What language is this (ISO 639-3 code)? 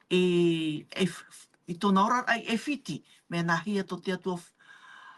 tah